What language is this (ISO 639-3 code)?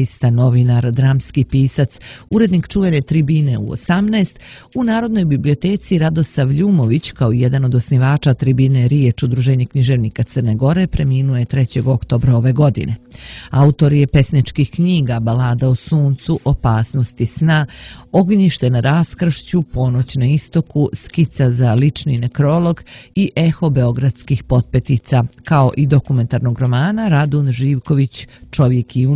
srp